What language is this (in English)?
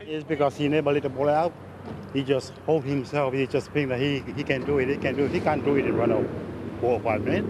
Māori